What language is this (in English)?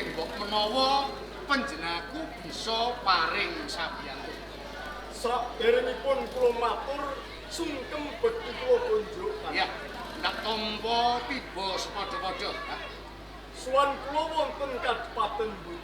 Javanese